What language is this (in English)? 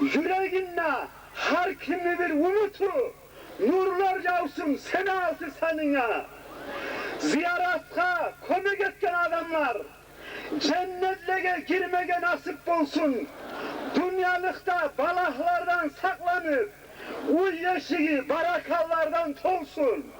Kumyk